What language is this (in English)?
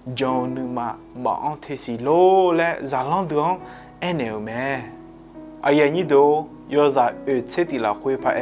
Akha